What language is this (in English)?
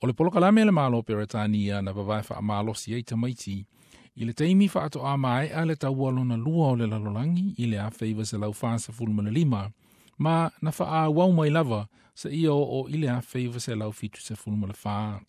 Samoan